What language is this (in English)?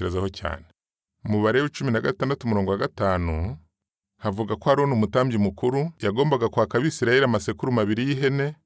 Kinyarwanda